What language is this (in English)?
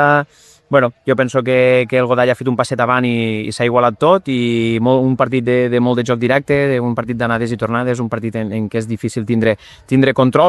Catalan